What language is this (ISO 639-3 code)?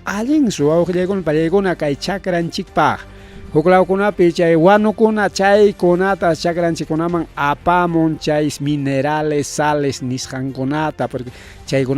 quy